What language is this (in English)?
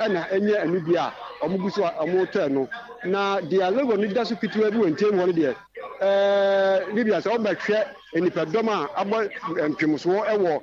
Akan